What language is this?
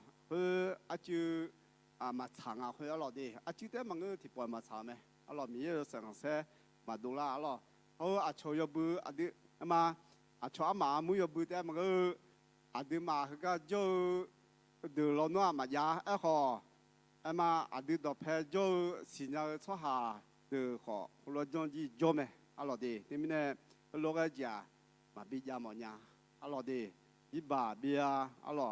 Akha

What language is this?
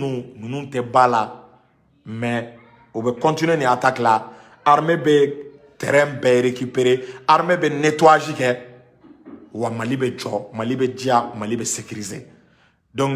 Bambara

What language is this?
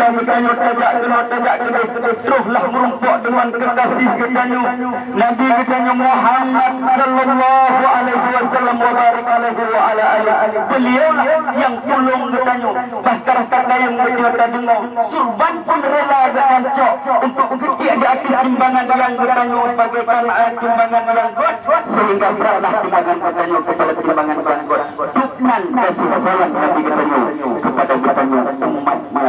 Achinese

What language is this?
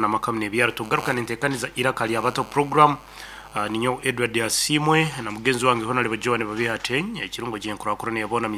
Nyankole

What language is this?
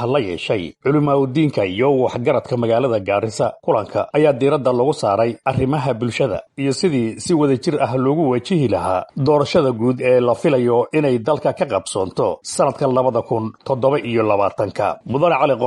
Somali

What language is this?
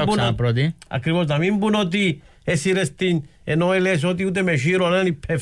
Greek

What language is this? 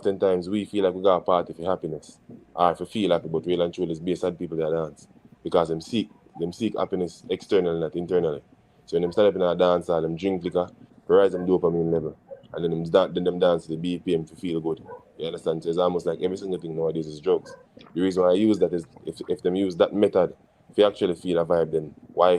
Jamaican Creole English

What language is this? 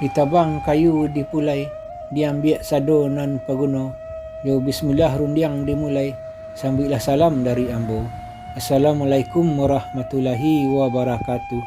Minangkabau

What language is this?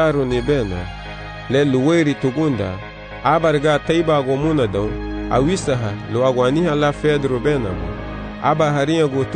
Garifuna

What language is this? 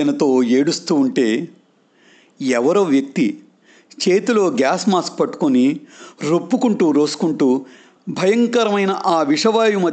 Telugu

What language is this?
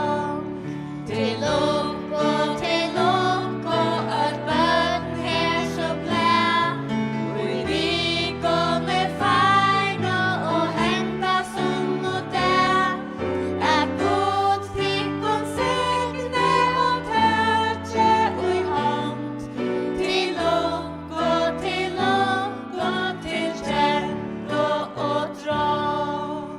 Faroese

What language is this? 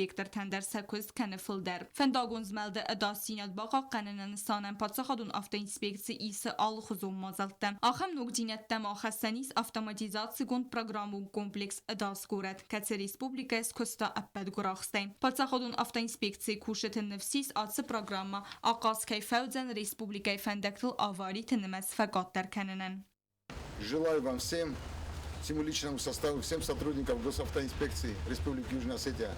Ossetic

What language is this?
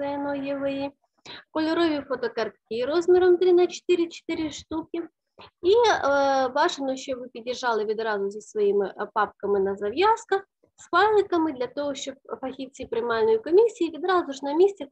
Ukrainian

